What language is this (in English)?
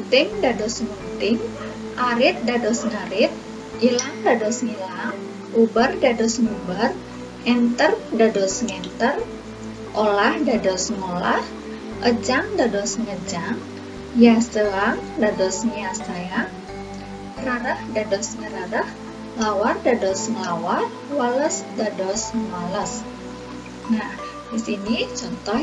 Balinese